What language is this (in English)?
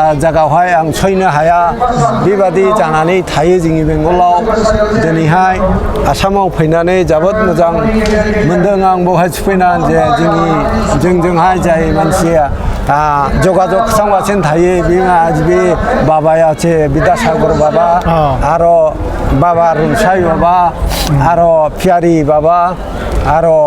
Bodo